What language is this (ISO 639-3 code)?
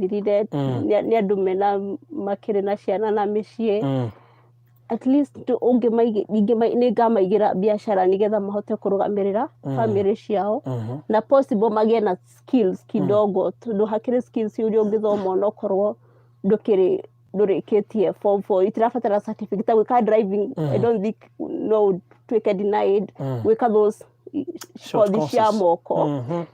kik